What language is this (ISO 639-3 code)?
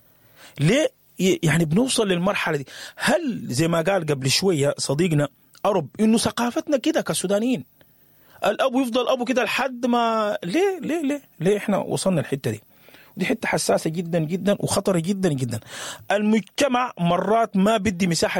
apd